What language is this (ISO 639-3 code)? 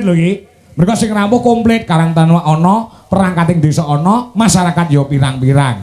jav